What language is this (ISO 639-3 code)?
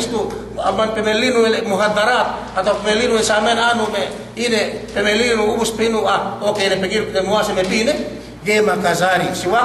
yka